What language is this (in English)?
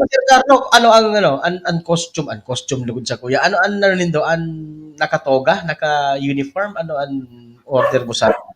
Bikol